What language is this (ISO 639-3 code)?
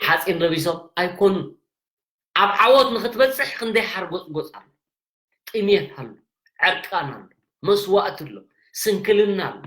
tir